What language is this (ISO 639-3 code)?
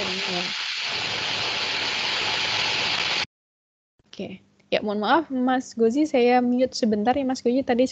ind